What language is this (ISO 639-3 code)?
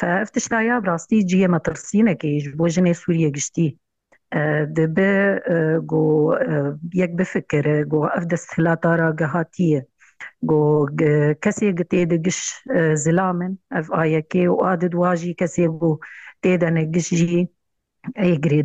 kur